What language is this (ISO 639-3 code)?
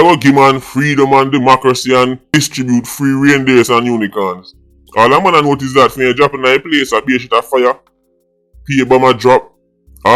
jam